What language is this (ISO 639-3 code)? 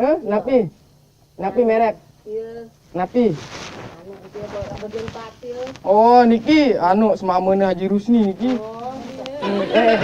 sas